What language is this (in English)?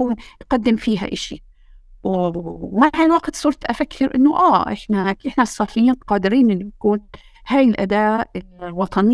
North Levantine Arabic